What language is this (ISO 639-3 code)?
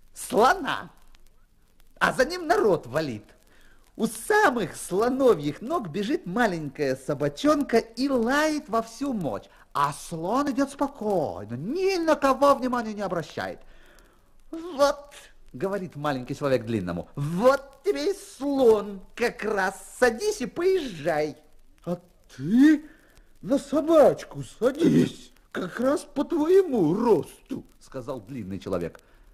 rus